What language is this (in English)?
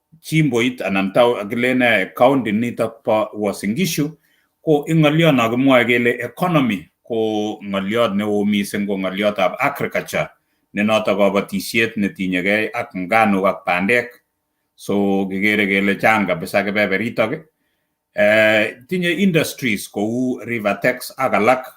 Kalenjin